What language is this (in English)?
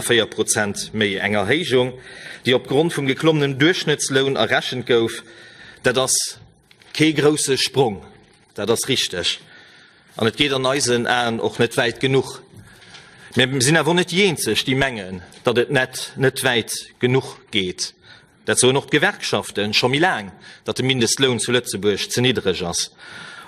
Luxembourgish